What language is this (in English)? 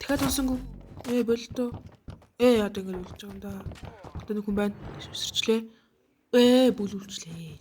Mongolian